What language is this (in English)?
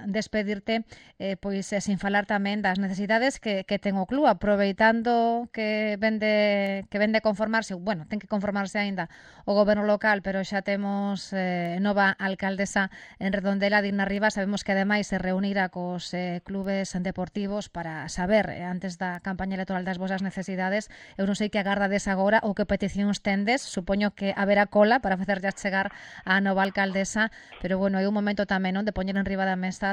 Galician